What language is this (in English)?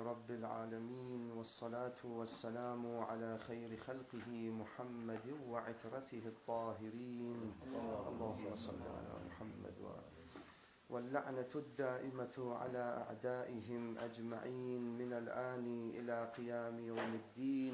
Arabic